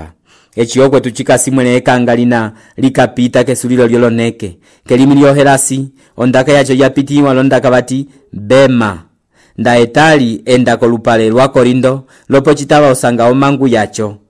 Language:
Umbundu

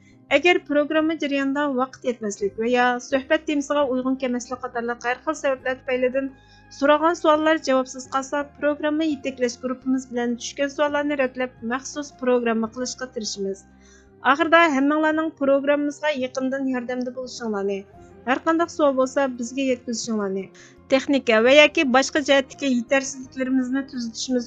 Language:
Uyghur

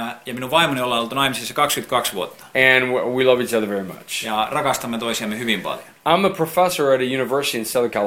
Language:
Finnish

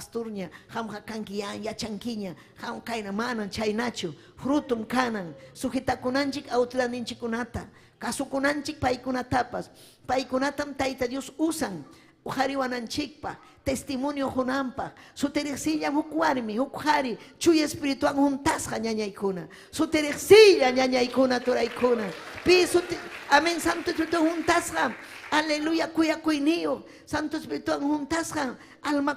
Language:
Ayacucho Quechua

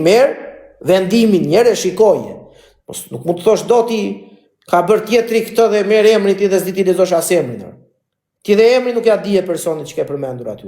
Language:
Albanian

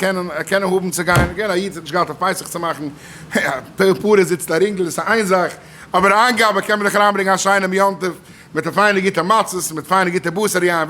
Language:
Yiddish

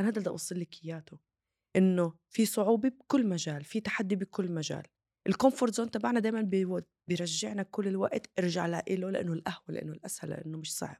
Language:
North Levantine Arabic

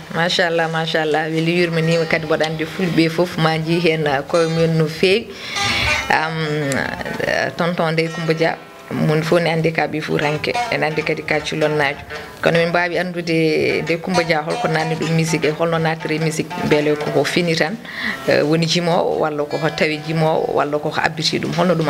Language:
Fula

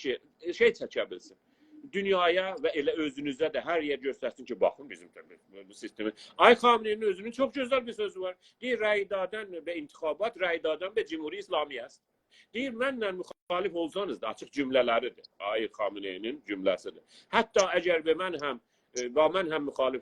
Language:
South Azerbaijani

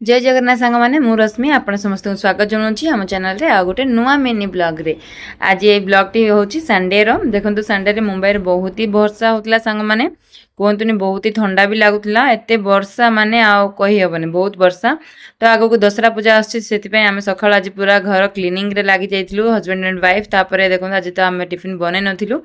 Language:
Odia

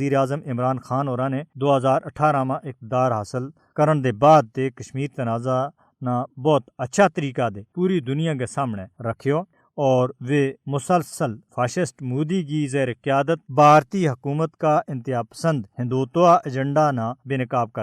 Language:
Gujari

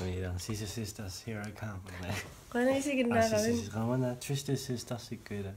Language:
Kalaallisut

